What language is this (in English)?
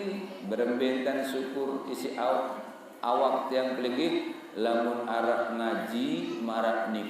Sasak